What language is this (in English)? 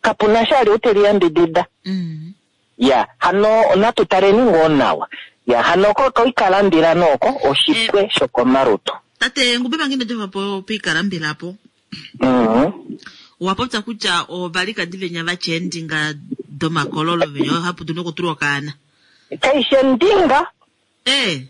Kuanyama